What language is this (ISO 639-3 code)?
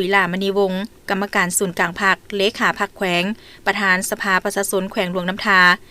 lao